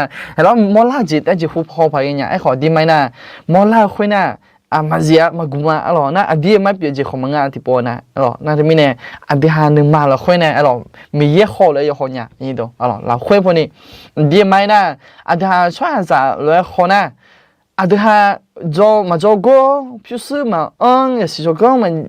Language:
Akha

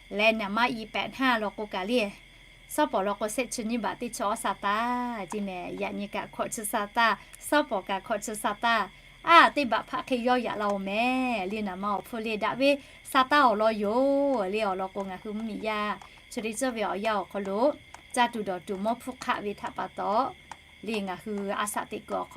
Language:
Lahu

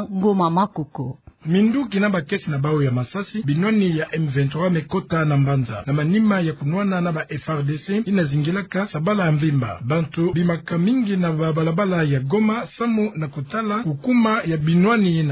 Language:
Kituba (Democratic Republic of Congo)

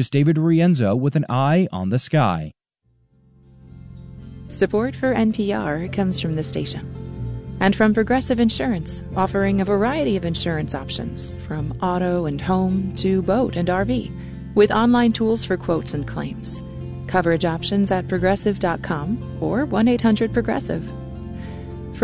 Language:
English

